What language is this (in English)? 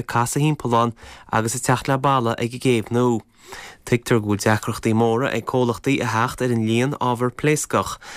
Irish